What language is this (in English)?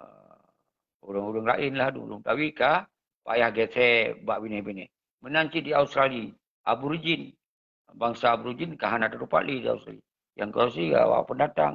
Achinese